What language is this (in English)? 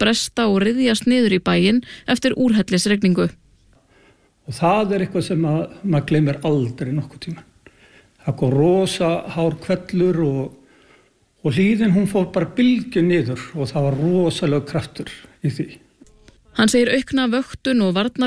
Icelandic